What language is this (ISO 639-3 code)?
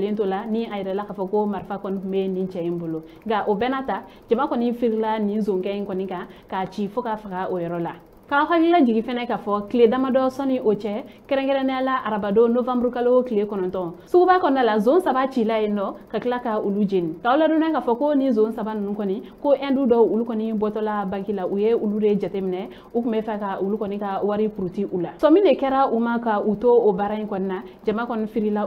bam